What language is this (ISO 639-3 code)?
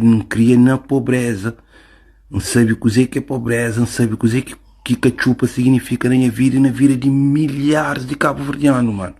kea